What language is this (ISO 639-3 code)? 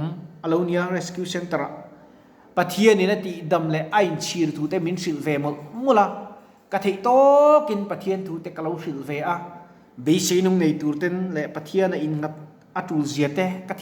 lus